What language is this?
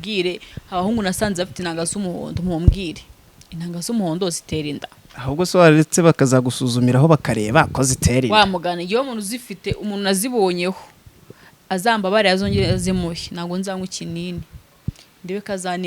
Kinyarwanda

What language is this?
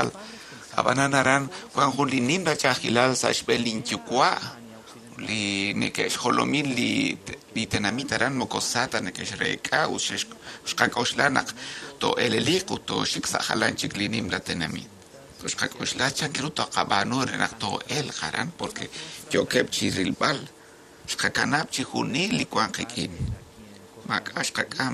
Kekchí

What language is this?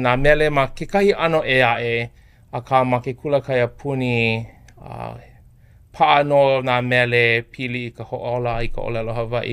Hawaiian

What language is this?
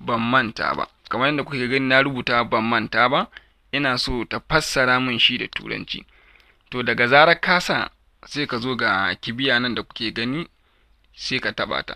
Hausa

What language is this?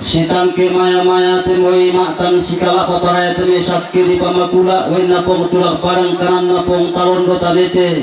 Toraja-Sa'dan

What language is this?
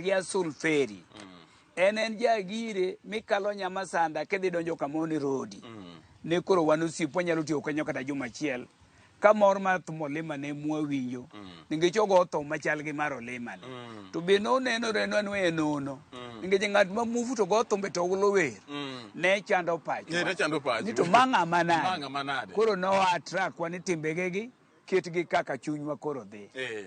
Luo (Kenya and Tanzania)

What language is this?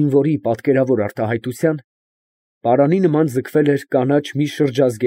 Armenian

